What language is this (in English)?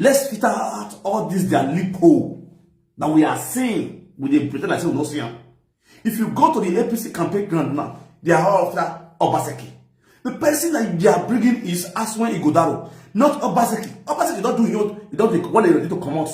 Nigerian Pidgin